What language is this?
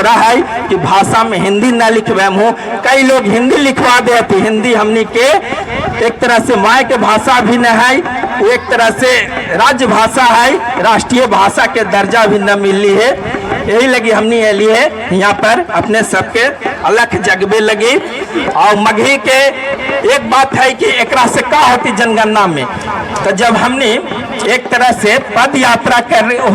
Magahi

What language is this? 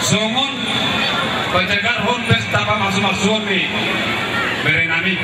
Batak Toba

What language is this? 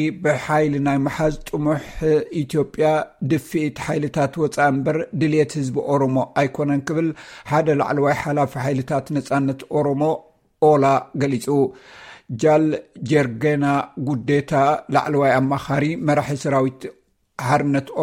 Tigrinya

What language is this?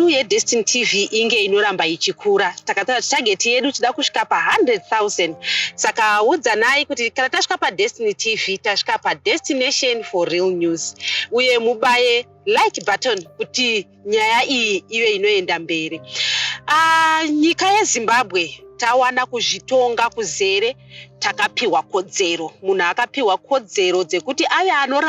Shona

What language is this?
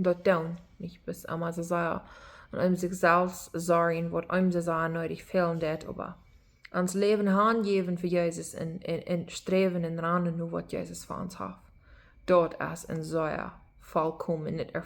Plautdietsch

